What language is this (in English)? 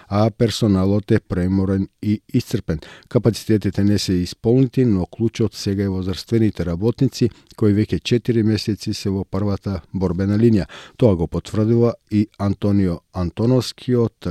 Macedonian